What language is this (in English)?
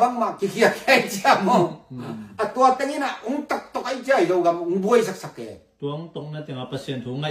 Tedim Chin